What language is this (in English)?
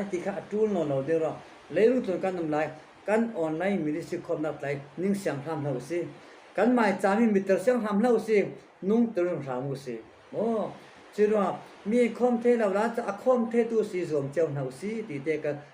Falam Chin